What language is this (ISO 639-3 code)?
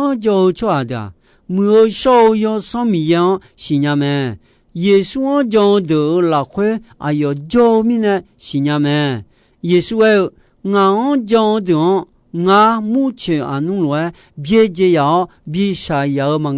ahk